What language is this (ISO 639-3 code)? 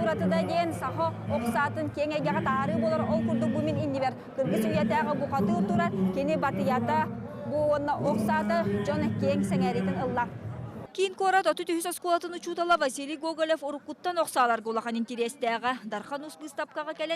sah